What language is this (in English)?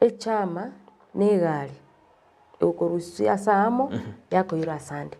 Gusii